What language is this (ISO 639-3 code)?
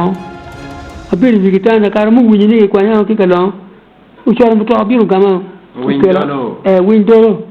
ach